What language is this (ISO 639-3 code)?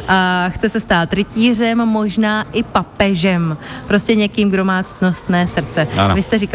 ces